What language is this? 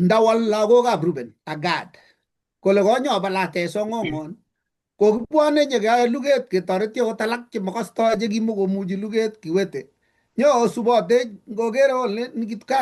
Kalenjin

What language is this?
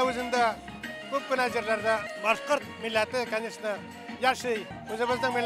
Bashkir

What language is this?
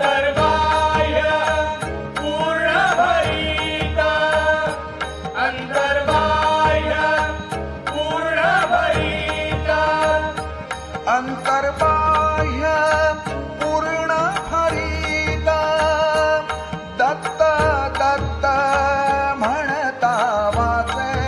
Marathi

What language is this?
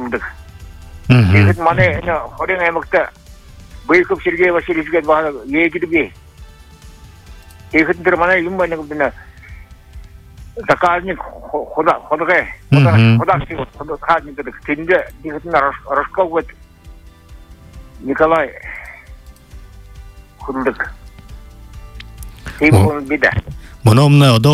Buriat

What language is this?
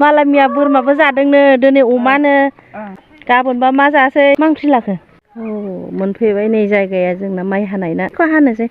Bodo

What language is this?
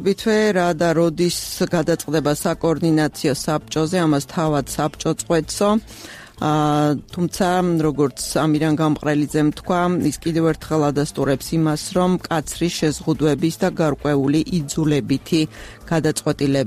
Georgian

